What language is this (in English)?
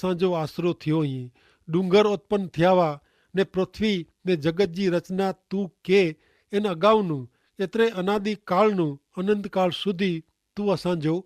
Kachhi